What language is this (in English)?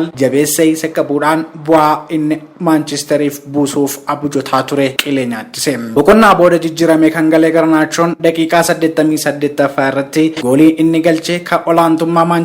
Oromo